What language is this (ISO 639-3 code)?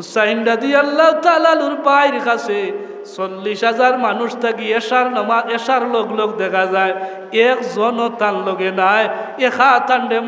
syl